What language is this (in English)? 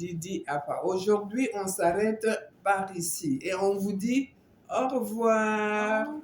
Luba-Lulua